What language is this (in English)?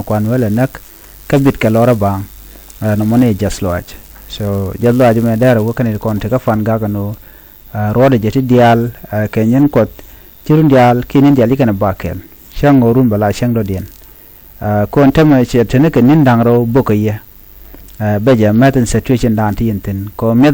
Nuer